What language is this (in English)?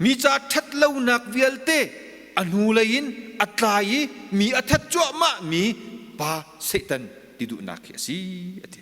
Hakha Chin